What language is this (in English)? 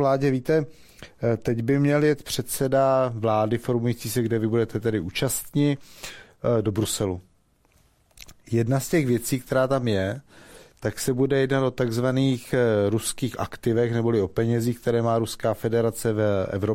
Czech